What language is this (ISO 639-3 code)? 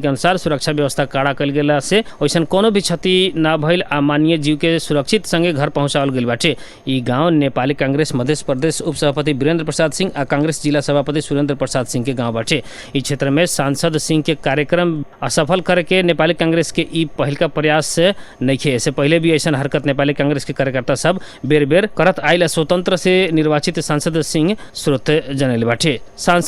bho